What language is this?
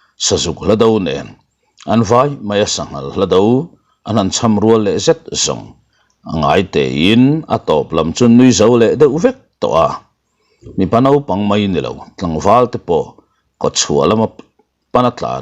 Mizo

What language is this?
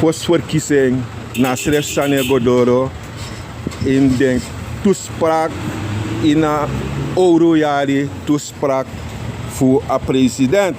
Sranan Tongo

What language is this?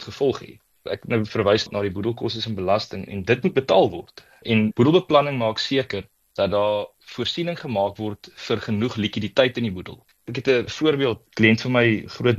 Afrikaans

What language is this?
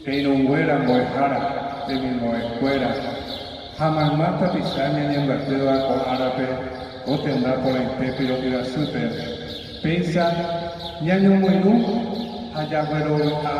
Guarani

